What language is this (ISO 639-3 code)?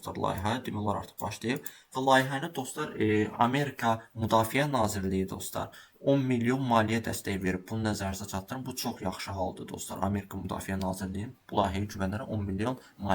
aze